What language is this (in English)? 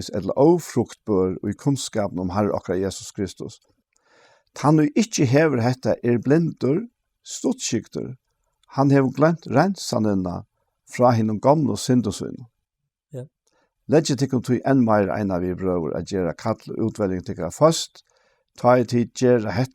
Faroese